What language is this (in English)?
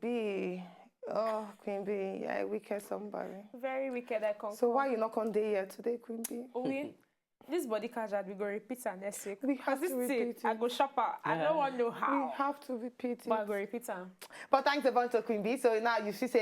Nigerian Pidgin